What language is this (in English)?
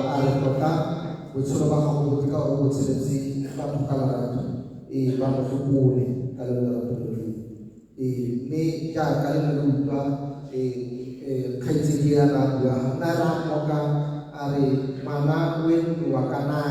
Tswana